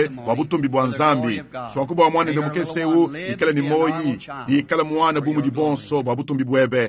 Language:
Luba-Lulua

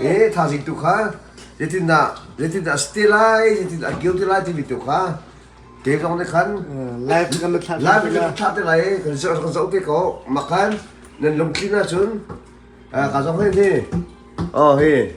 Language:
Hakha Chin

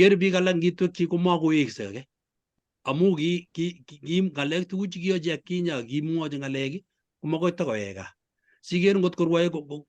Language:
Kalenjin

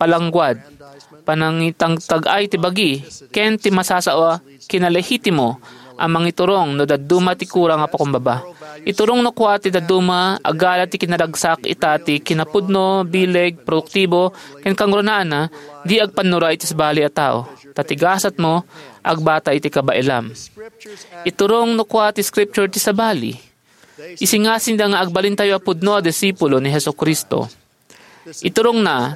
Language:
Iloko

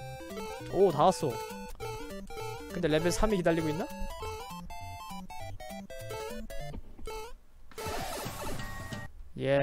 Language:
Korean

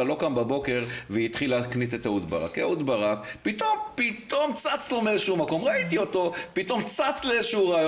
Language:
Hebrew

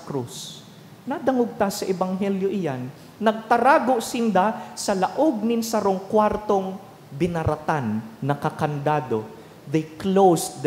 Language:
Bikol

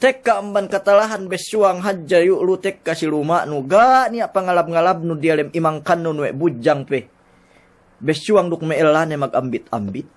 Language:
Yakan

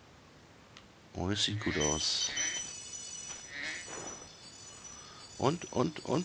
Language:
German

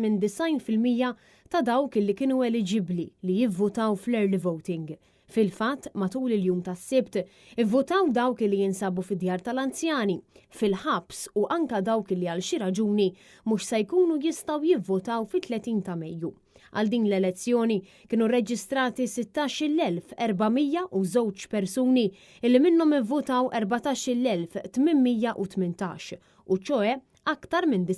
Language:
Maltese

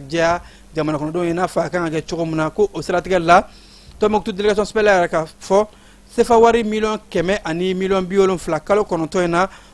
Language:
Bambara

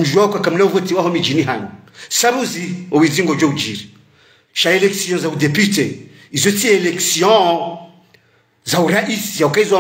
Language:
Ngazidja Comorian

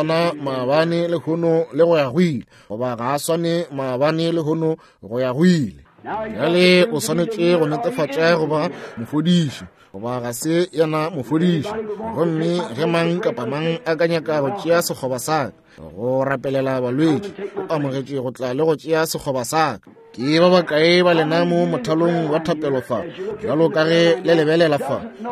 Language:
Northern Sotho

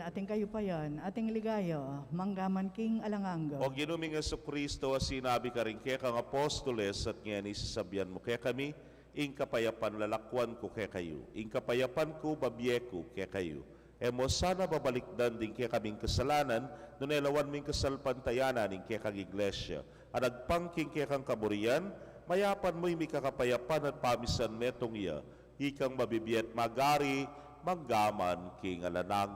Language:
Pampanga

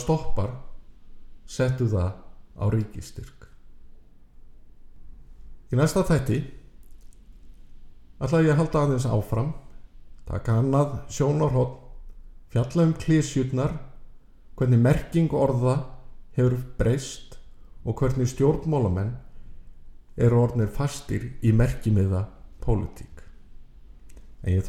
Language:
Icelandic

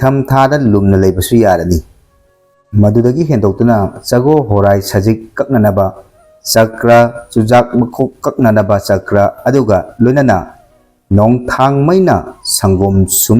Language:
Manipuri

